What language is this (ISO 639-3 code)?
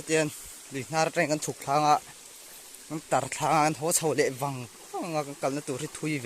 lus